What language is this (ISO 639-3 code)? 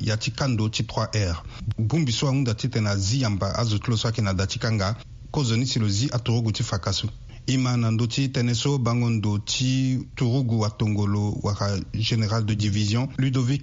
sag